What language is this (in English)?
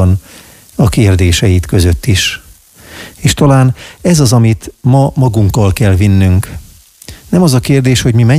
Hungarian